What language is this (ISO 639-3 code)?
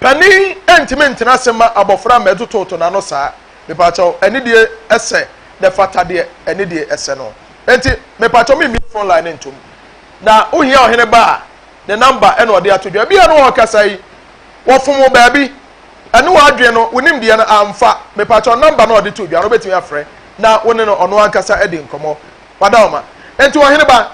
aka